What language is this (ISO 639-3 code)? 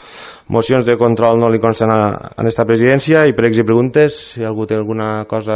cat